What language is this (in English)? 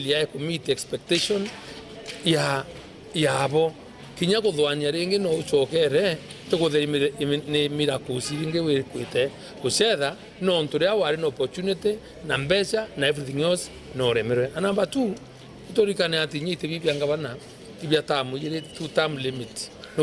Meru